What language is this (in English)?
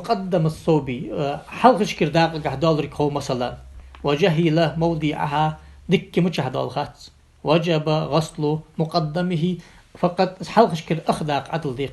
Ingush